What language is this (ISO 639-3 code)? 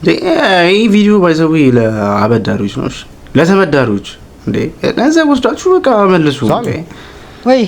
amh